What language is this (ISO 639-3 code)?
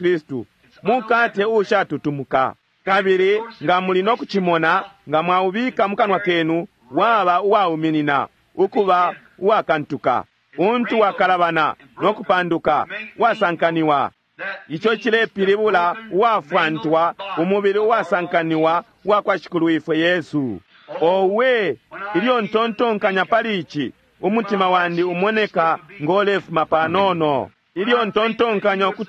bem